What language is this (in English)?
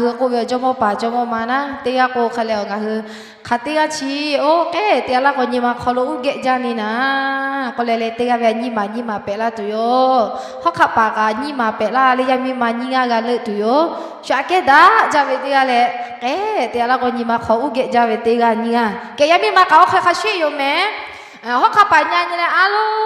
Lahu